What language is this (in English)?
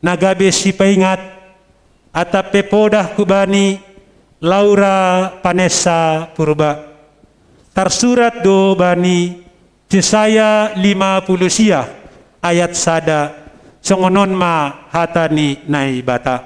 Batak Simalungun